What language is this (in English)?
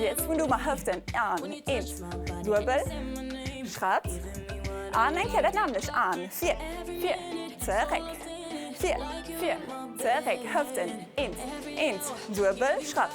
Luxembourgish